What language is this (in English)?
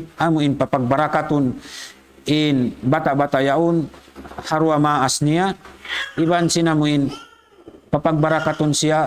Tausug